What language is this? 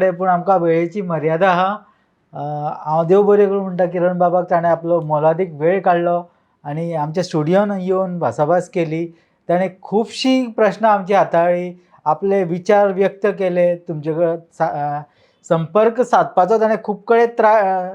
Konkani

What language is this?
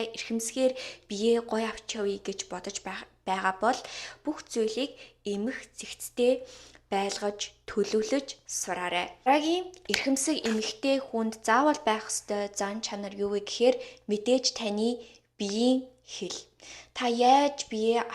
Mongolian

